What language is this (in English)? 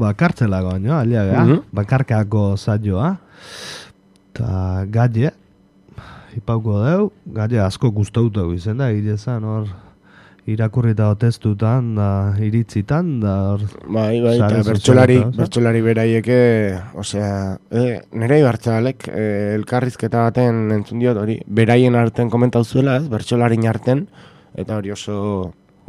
Basque